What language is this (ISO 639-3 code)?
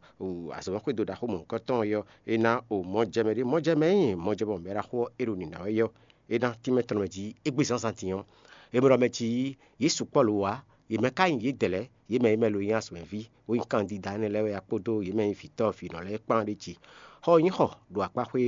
fon